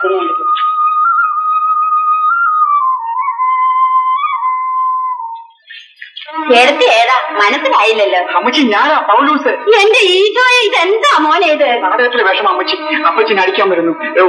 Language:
Malayalam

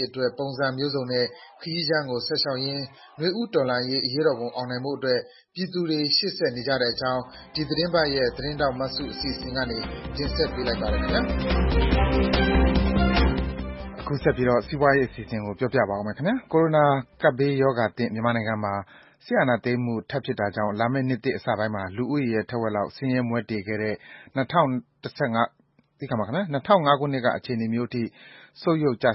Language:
Burmese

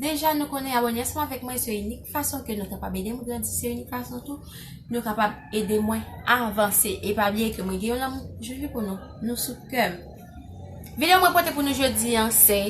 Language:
Haitian Creole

